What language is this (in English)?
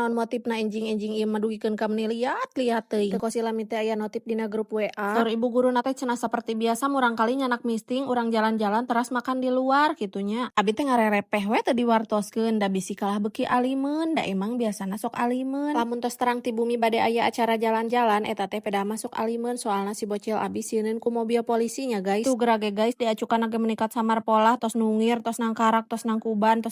Sundanese